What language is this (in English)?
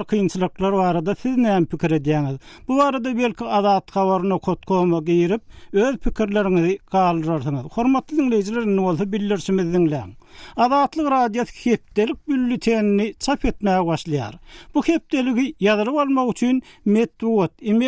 Turkmen